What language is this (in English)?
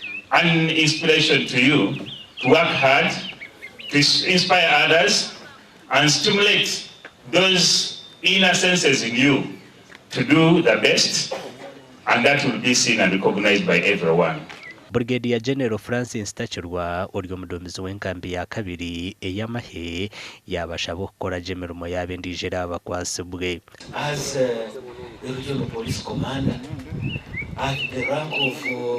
Nyankole